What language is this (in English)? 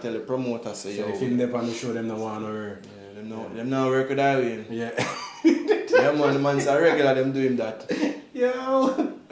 Jamaican Creole English